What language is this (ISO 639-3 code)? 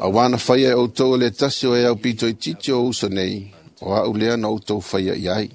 smo